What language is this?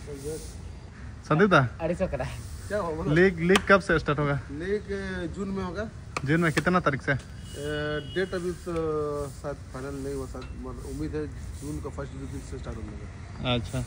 Santali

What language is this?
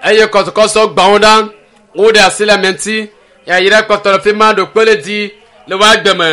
Ewe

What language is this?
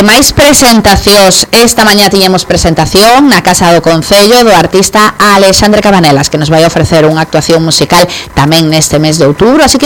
Galician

